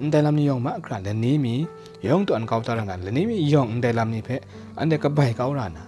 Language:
Kachin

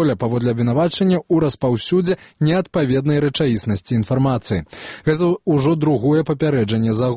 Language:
Belarusian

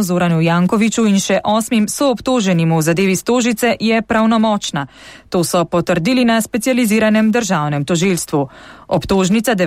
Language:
Slovenian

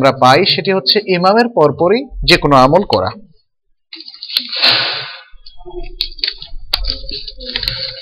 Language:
Bangla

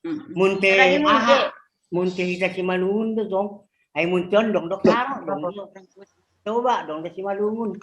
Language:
Batak Simalungun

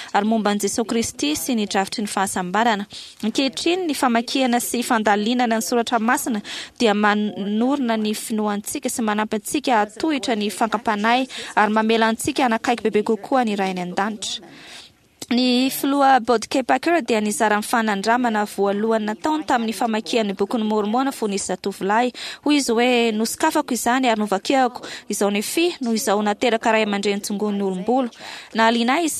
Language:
Malagasy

